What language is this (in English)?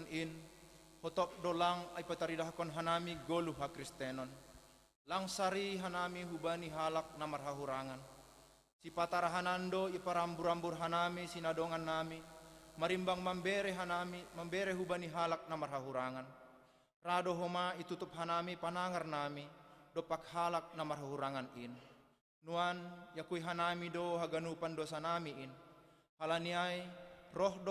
Batak Simalungun